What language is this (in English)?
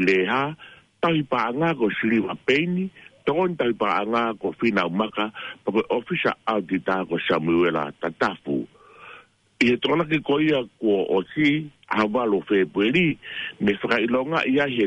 Tongan